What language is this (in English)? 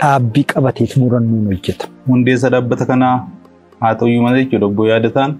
Oromo